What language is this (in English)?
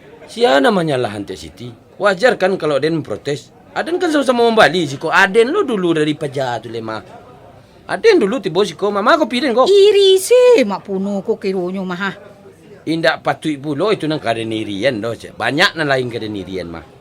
Minangkabau